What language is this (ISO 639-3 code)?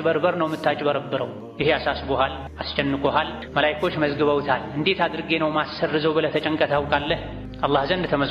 amh